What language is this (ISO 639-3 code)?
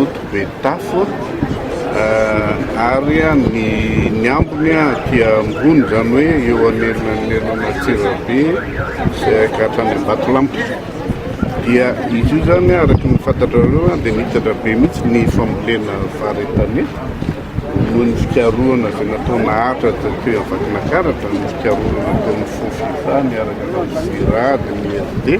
mlg